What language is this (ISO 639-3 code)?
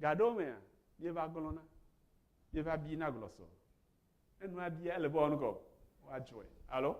ewe